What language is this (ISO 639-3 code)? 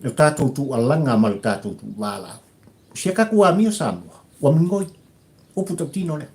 smo